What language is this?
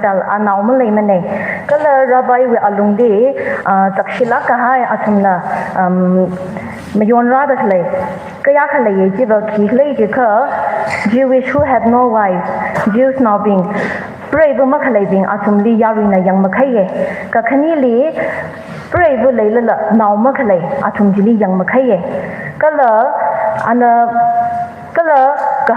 Tangkhul Naga (India)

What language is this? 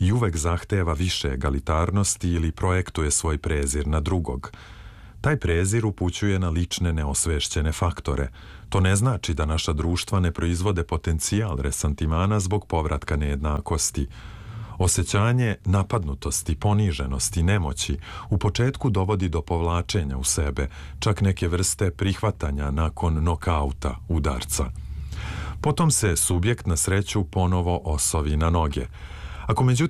Serbian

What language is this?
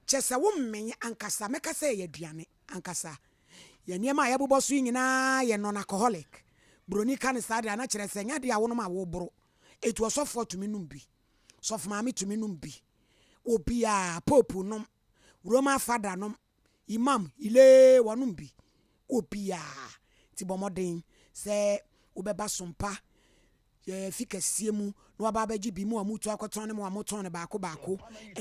Akan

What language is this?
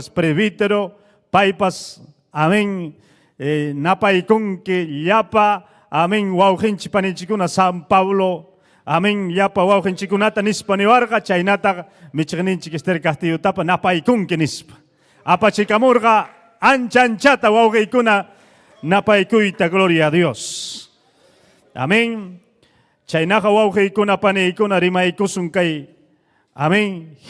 Ayacucho Quechua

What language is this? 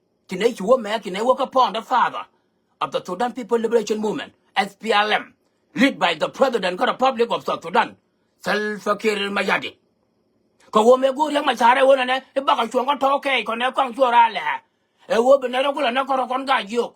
Nuer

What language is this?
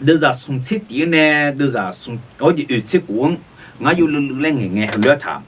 Akha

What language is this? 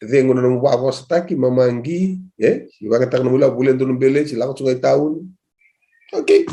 Fijian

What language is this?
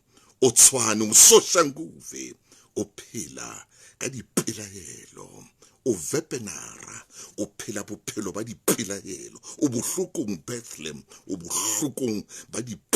Southern Sotho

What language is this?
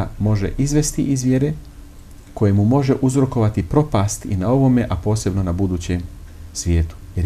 Bosnian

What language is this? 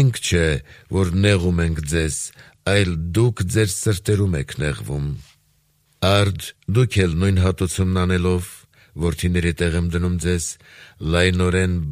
Armenian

